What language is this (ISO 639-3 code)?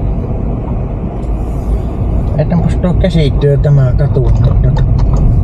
fin